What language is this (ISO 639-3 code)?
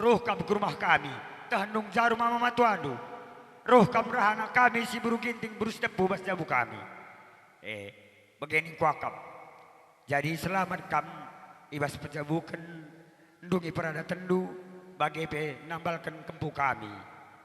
btx